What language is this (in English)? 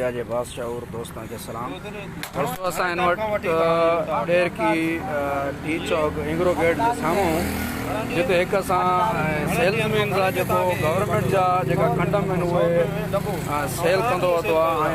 Sindhi